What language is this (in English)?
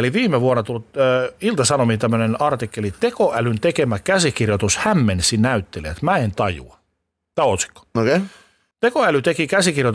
Finnish